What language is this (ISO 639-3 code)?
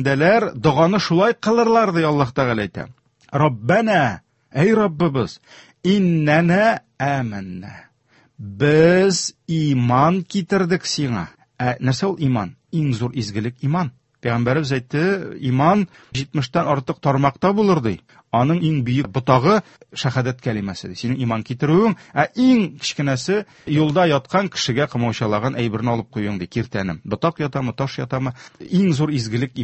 tat